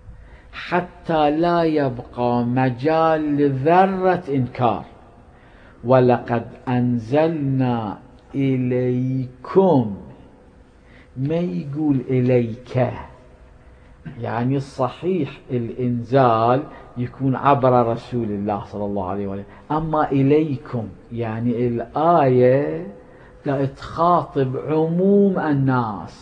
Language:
Arabic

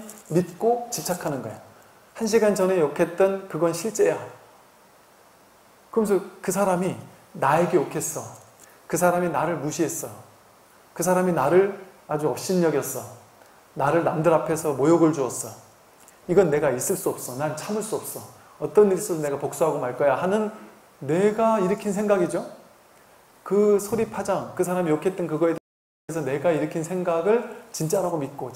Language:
Korean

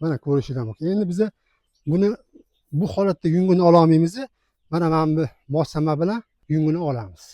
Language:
Uzbek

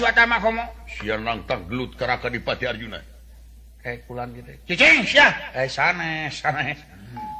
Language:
Sundanese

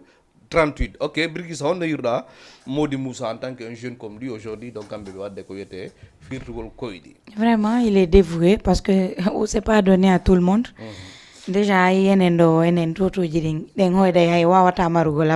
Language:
Fula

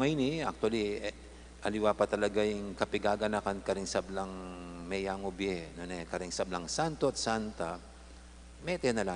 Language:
Pampanga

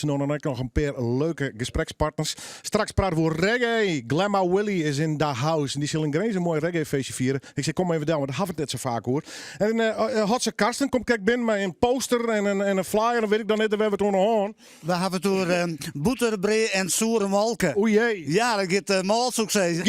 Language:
Western Frisian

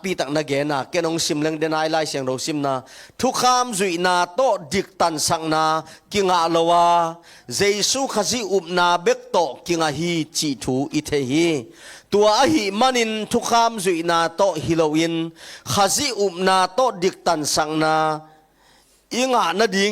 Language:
Tedim Chin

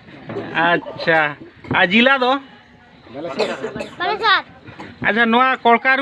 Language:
Santali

